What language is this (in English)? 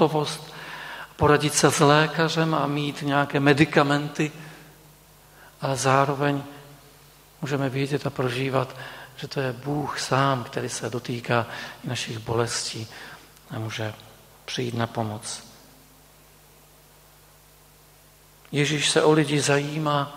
Czech